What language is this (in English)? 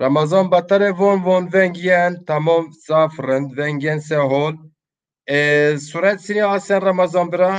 Zaza